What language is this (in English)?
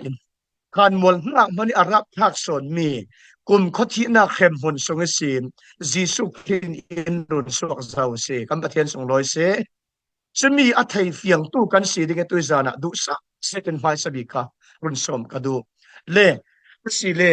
Falam Chin